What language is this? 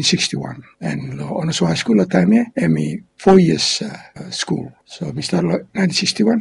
Bislama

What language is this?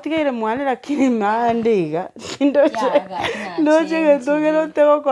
Gusii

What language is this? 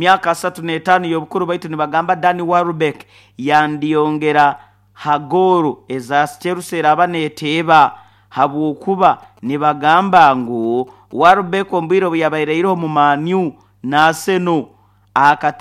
Nyoro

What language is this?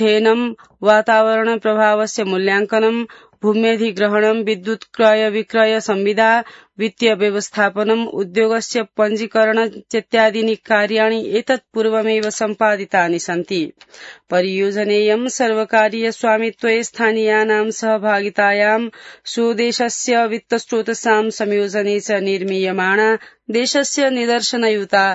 Sanskrit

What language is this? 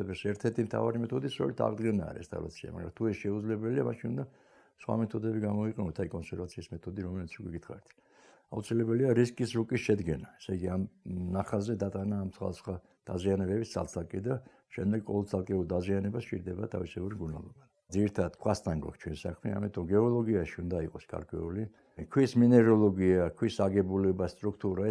Georgian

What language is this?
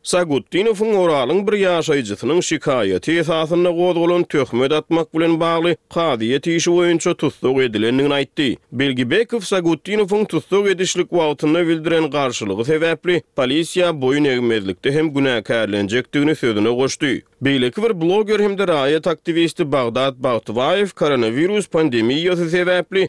Turkmen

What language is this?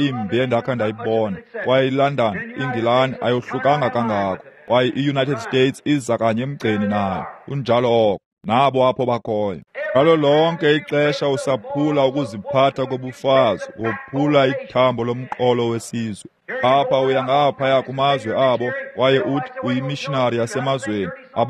Xhosa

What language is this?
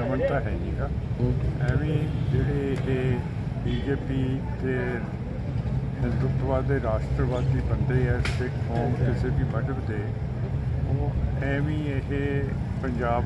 Punjabi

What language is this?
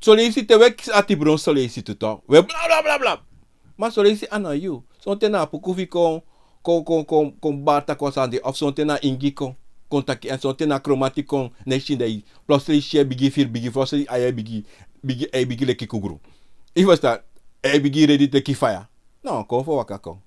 Sranan Tongo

